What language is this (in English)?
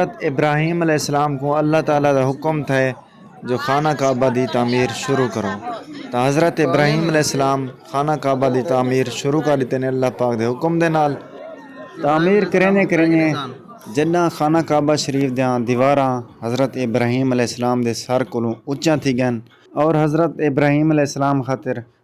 Saraiki